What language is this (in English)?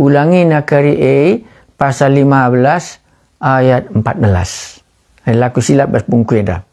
Batak Karo